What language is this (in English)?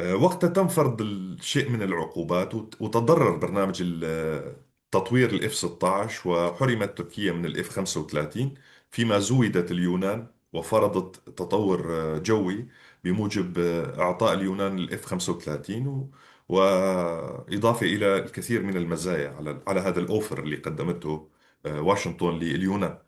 North Levantine Arabic